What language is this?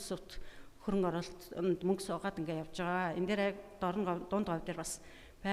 Mongolian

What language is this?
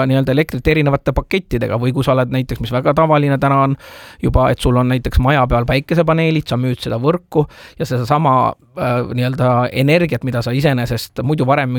Estonian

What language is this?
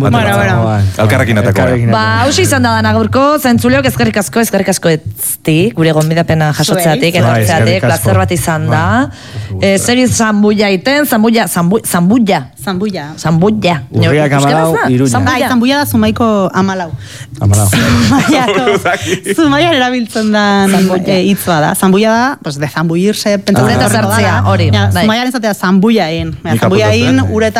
Basque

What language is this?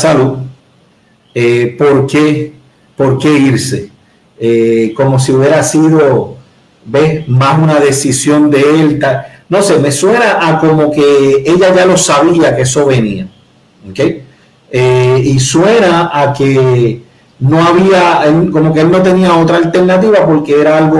Spanish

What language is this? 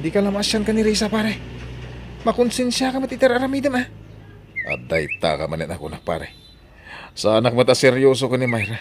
Iloko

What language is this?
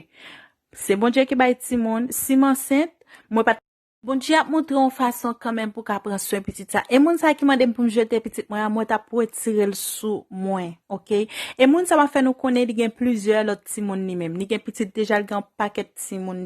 Haitian Creole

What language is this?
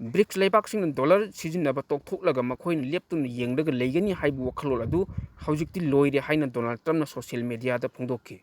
Manipuri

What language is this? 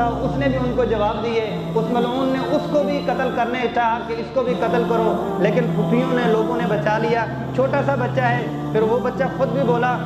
Urdu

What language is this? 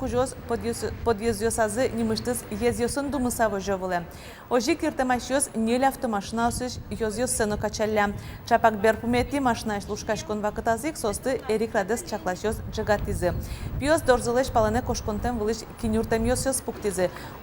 Udmurt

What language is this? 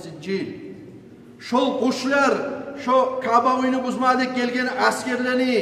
Kumyk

